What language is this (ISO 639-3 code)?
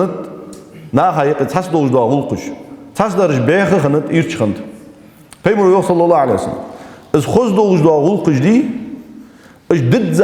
inh